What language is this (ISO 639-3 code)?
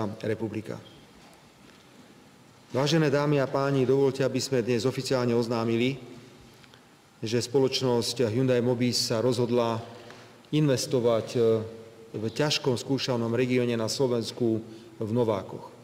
slk